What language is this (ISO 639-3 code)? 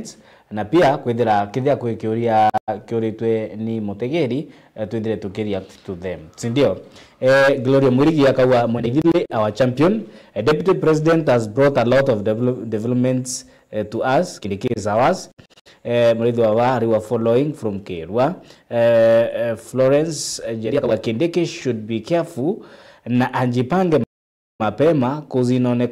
mer